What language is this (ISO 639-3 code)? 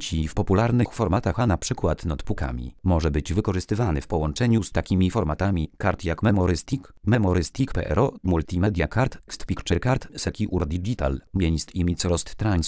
pol